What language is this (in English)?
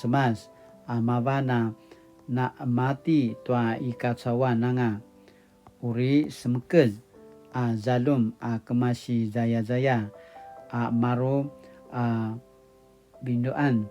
Paiwan